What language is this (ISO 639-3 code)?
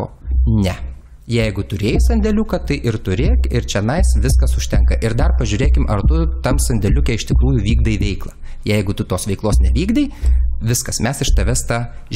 lit